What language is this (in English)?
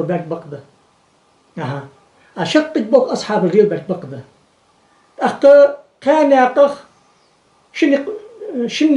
Ingush